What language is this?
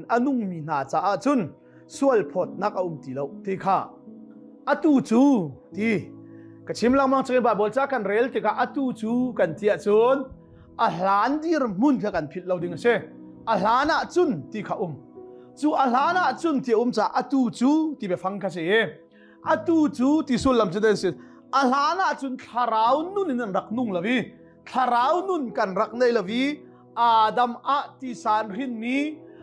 Hakha Chin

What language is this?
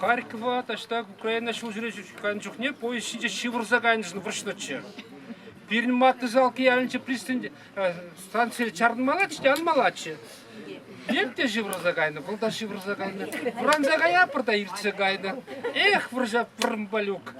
Chuvash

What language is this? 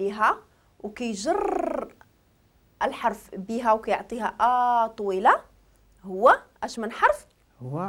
Moroccan Arabic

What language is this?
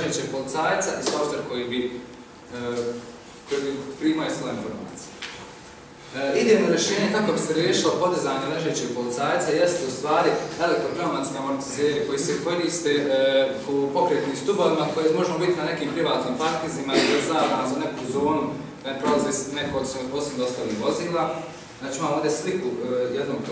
Bosnian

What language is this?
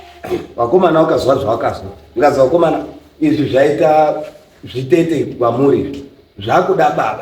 Shona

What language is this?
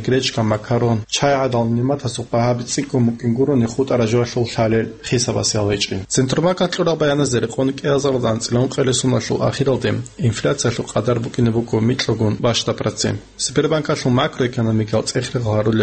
Avaric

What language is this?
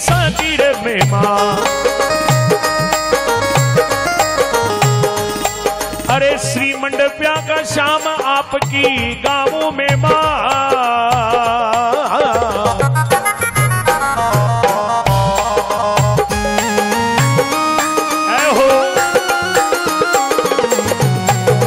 Hindi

